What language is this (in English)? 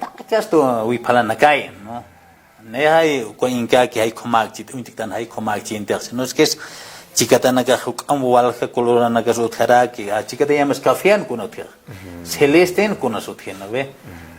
Aymara